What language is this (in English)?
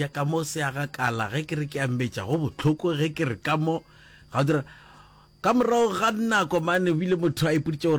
Northern Sotho